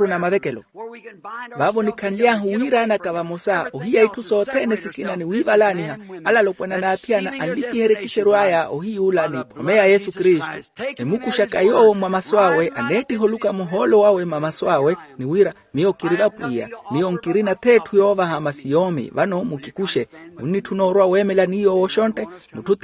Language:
Makhuwa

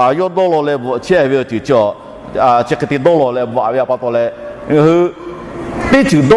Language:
Lahu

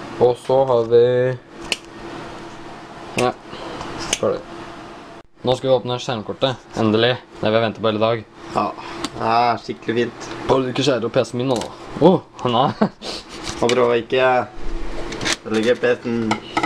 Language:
Norwegian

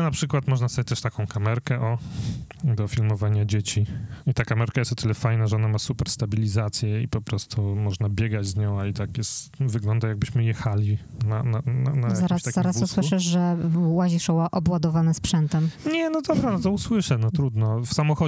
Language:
Polish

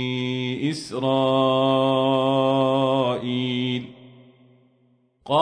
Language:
Arabic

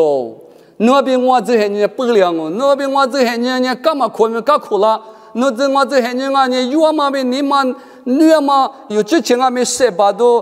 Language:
Lisu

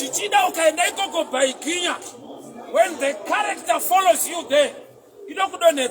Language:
Shona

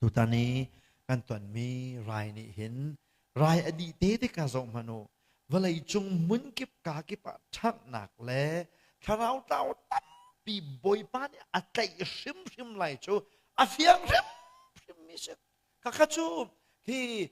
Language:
Hakha Chin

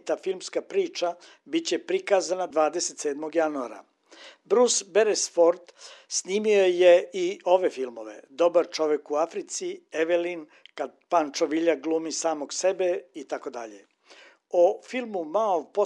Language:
Serbian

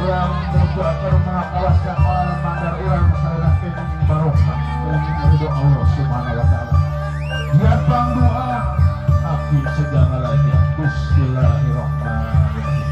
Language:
Sundanese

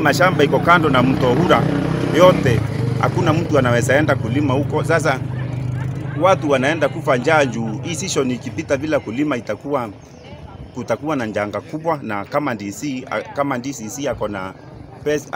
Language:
Meru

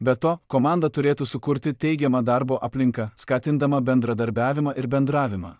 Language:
Lithuanian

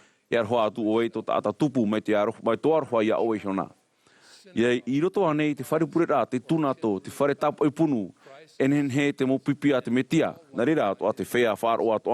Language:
Tahitian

